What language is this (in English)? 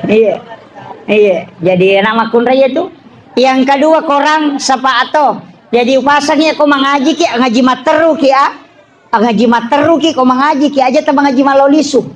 Buginese